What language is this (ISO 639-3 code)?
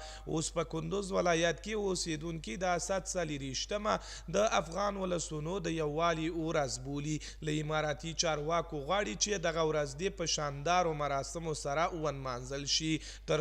pus